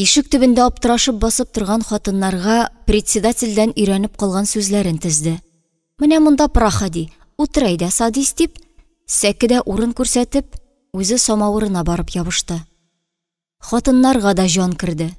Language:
Tatar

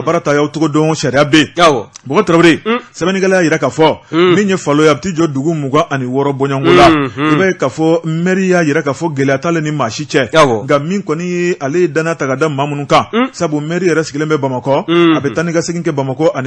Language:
Bambara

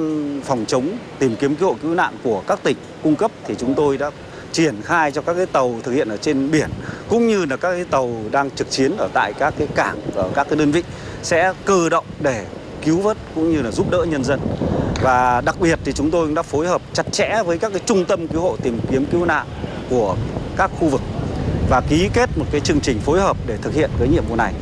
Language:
Vietnamese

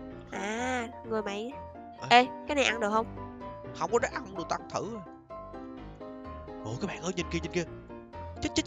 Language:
Vietnamese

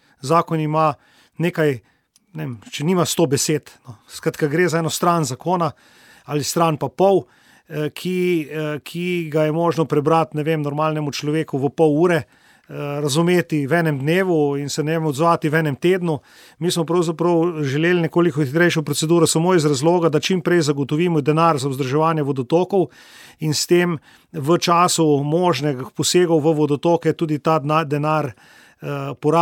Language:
Slovenian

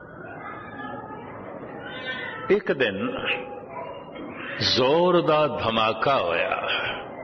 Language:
Punjabi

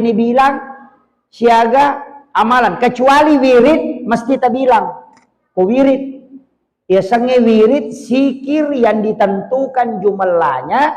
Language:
Buginese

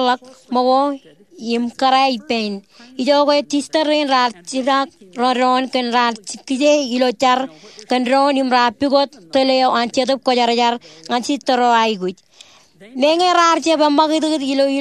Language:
Marshallese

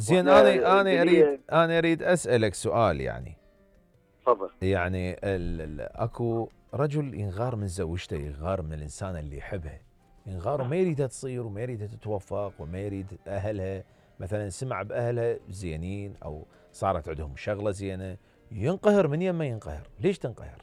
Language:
Mesopotamian Arabic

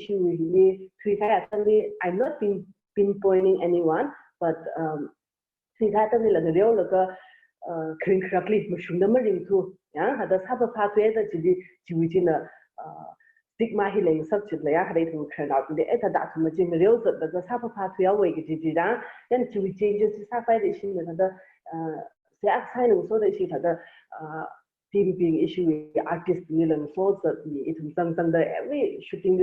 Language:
Tangkhul Naga (India)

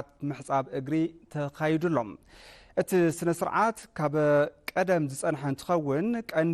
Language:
Tigrinya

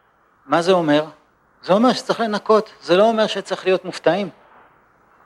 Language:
Hebrew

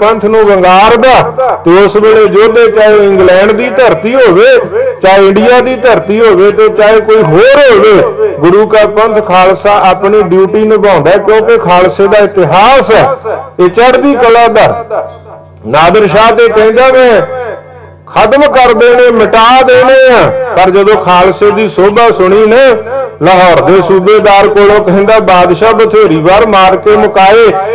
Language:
Punjabi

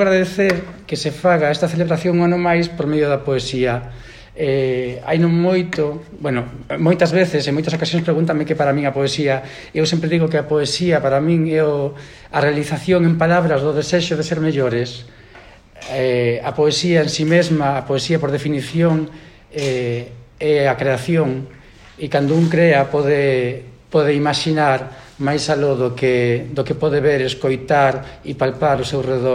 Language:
Galician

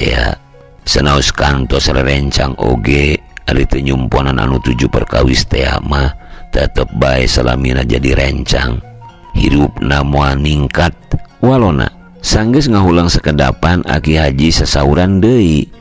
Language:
Sundanese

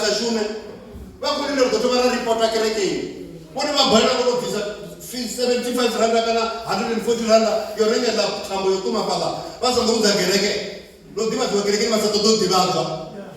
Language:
Venda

